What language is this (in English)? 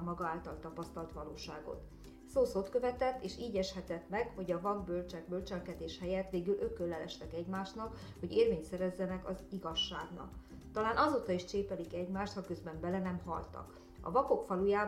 Hungarian